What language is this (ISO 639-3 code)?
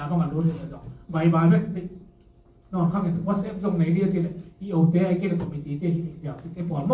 ctd